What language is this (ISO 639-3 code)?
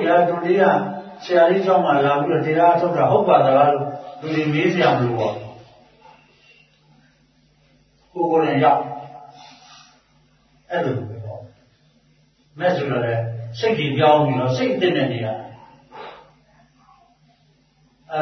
mya